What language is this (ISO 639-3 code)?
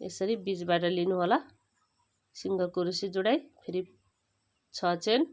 nep